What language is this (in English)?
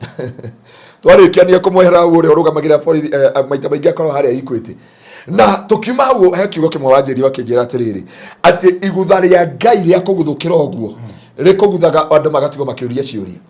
Kikuyu